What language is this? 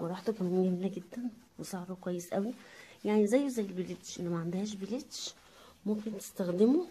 Egyptian Arabic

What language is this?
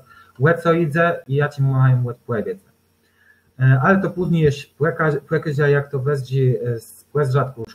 Kashubian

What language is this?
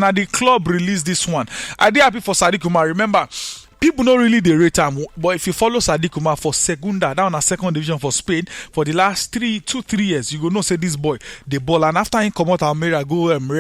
Nigerian Pidgin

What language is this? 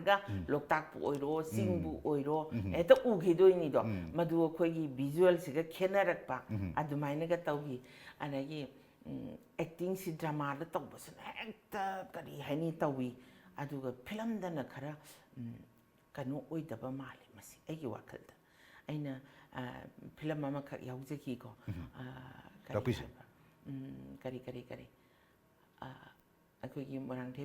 Manipuri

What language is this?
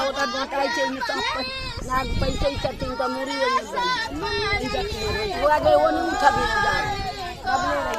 Maithili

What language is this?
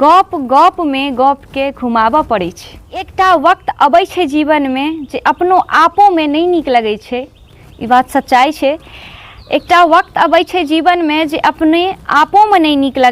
Maithili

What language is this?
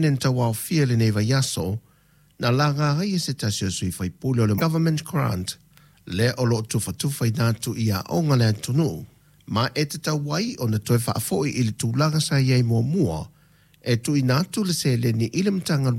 Samoan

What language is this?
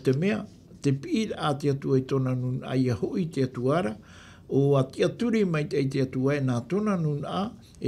Tahitian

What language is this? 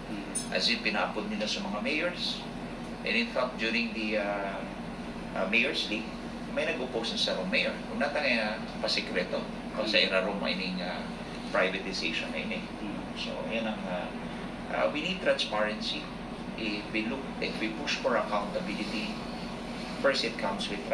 Bikol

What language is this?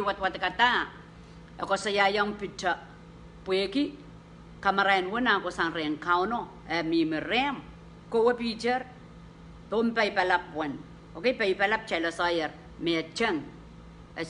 Pohnpeian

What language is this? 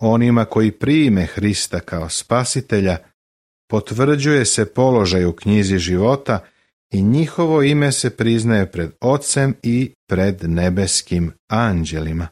Serbian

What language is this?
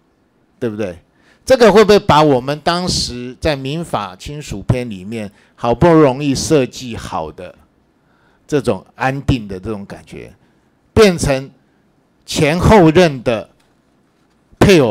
Chinese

